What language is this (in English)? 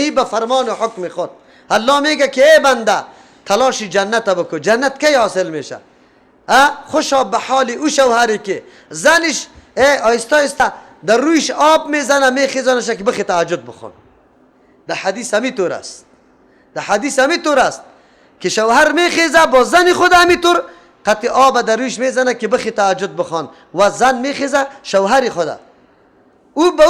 Persian